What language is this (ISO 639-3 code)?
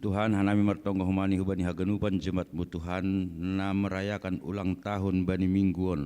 bts